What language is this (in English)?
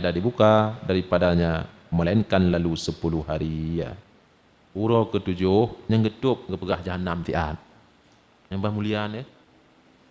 Achinese